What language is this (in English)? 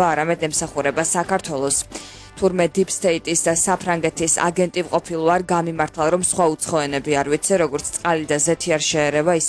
Georgian